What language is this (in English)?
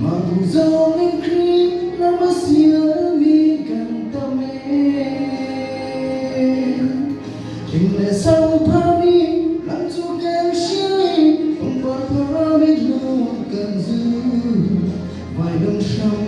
Hakha Chin